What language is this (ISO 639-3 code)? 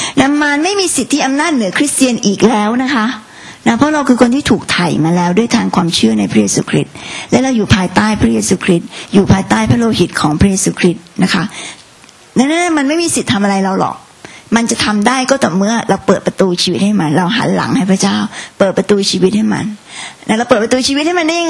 tha